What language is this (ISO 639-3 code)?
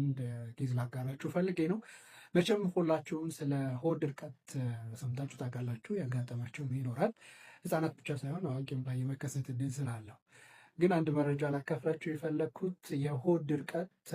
amh